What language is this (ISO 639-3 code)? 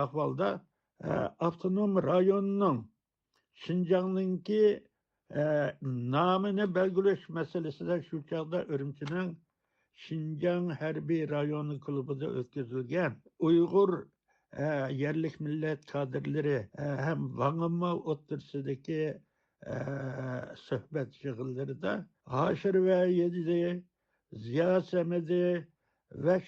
uig